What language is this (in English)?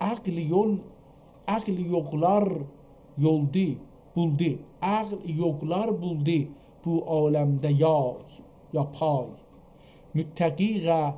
South Azerbaijani